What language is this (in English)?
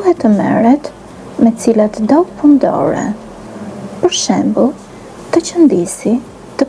Albanian